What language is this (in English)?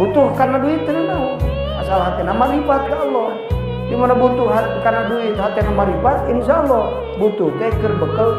Sundanese